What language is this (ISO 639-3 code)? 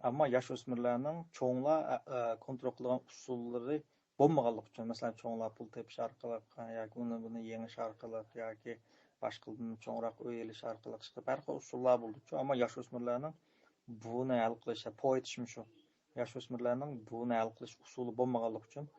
uig